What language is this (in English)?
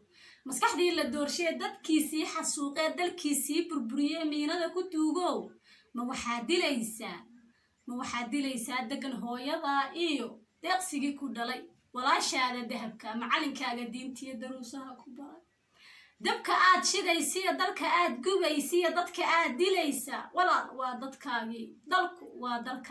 Somali